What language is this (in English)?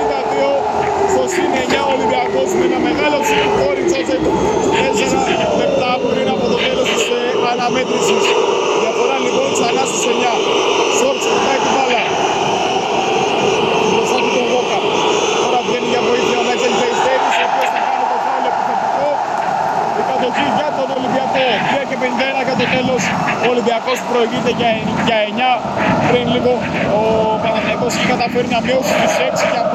Greek